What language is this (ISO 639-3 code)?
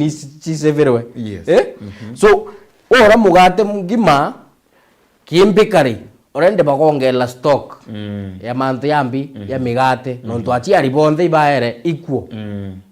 mer